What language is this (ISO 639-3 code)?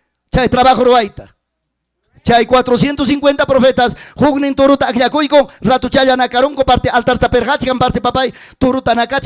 quy